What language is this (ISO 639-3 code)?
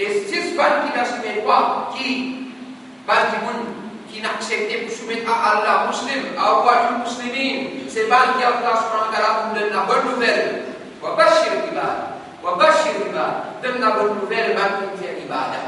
mfe